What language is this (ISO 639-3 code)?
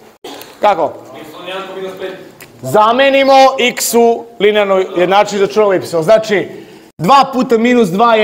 srp